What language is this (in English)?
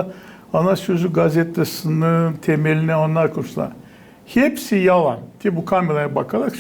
Gagauz